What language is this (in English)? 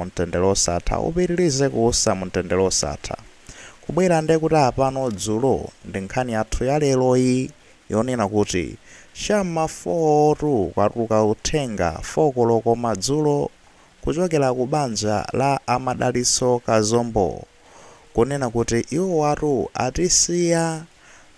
Nyanja